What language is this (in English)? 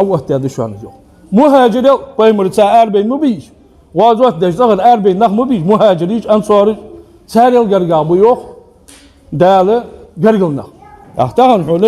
Ingush